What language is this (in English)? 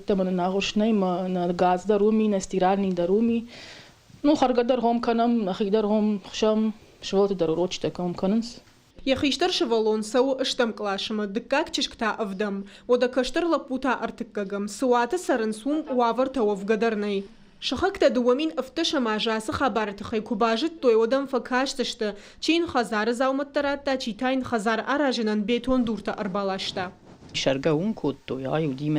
Ossetic